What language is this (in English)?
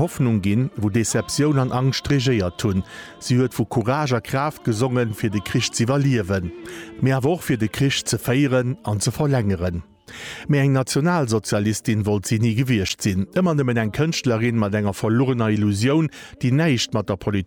Luxembourgish